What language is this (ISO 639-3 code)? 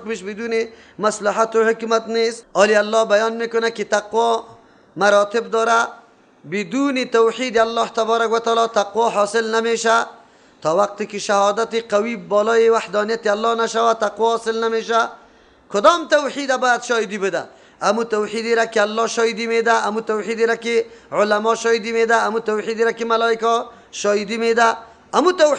fas